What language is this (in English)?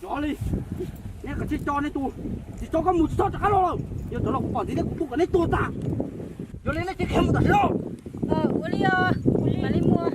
Hmong